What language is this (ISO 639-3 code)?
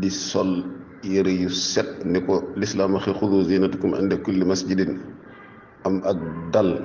wol